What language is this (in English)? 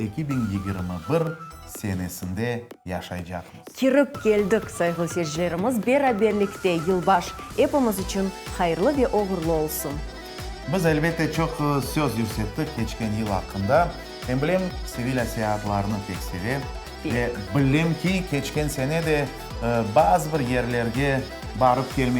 Crimean Tatar